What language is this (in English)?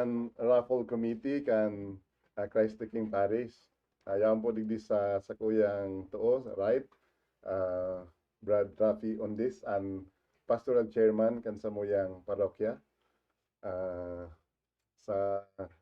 Bikol